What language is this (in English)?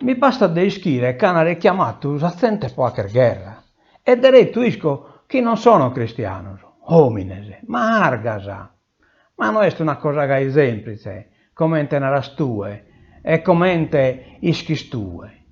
Sardinian